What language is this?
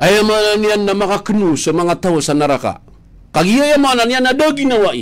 Maranao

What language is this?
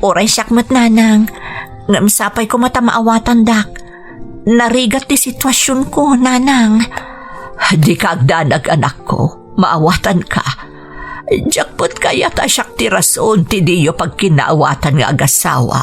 Iloko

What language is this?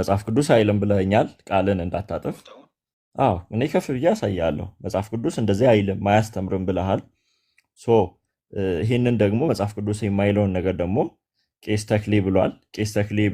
Amharic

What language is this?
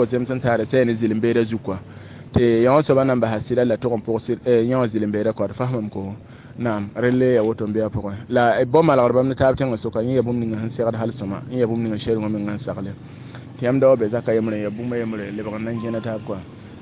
Mossi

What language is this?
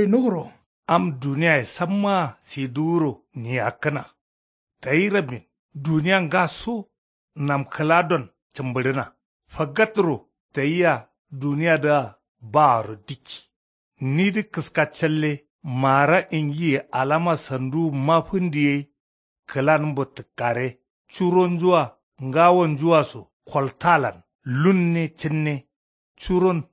Kanuri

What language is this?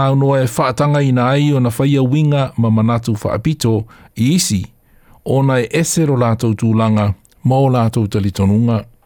Samoan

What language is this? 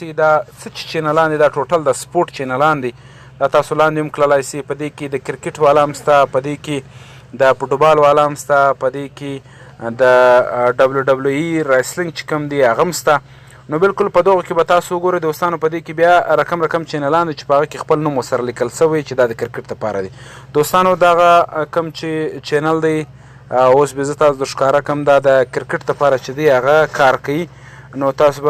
Pashto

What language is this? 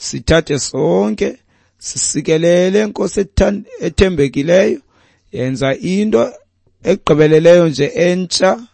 Xhosa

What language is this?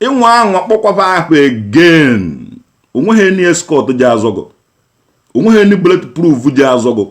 Igbo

